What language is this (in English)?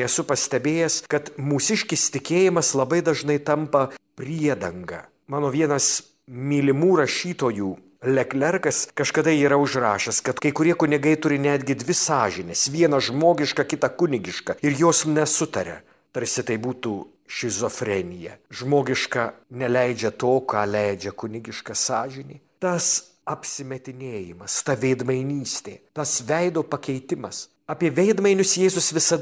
Lithuanian